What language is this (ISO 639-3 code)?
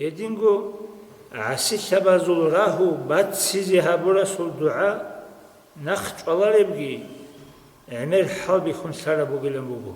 ava